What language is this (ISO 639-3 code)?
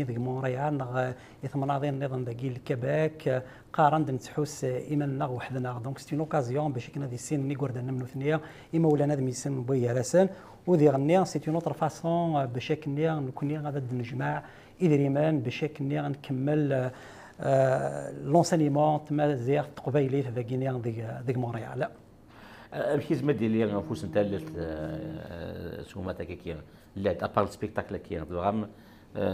kab